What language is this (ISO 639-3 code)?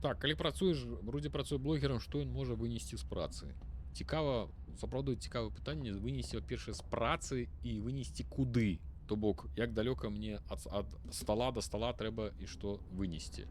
bel